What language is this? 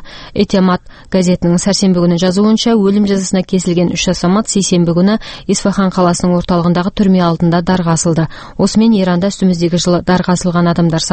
Kazakh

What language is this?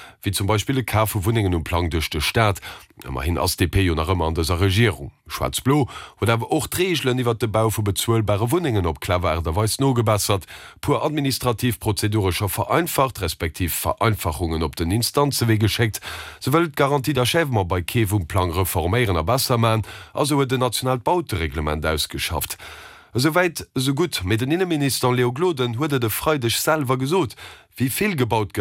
Luxembourgish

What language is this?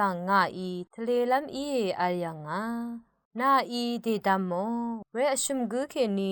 Rawang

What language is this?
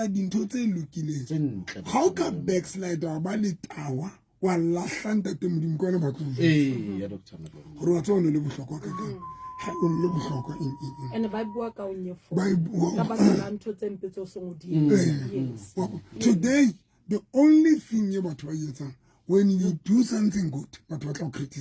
Southern Sotho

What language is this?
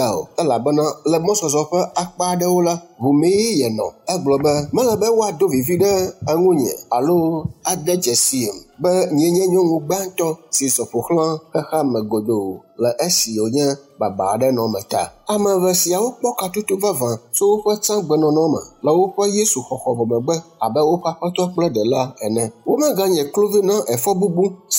Ewe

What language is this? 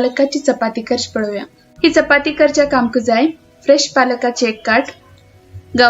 Konkani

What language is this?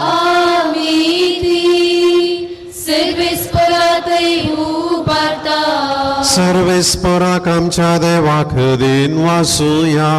Konkani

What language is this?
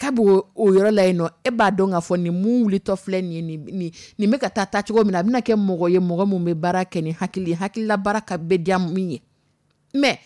Dyula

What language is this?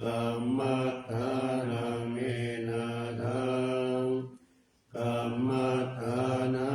Pali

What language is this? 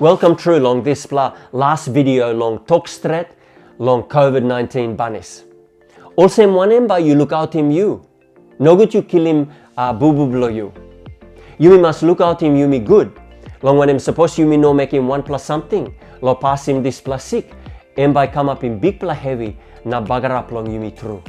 Tok Pisin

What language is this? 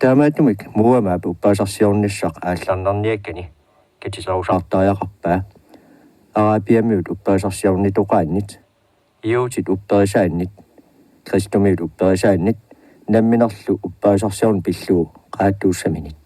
Kalaallisut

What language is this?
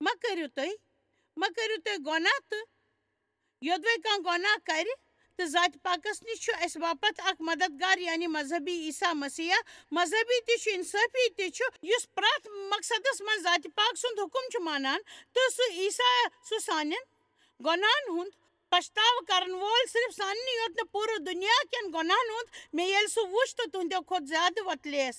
Kashmiri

